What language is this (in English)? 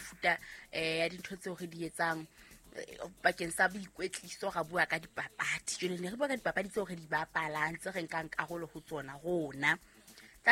Southern Sotho